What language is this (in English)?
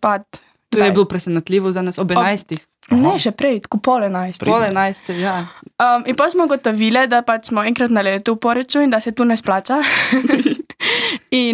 Slovenian